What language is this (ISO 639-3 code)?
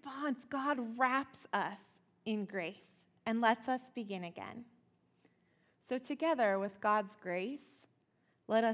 eng